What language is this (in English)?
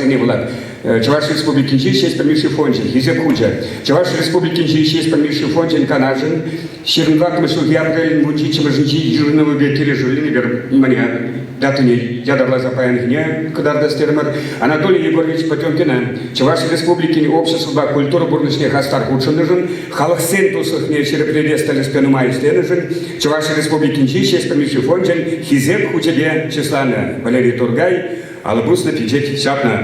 Chuvash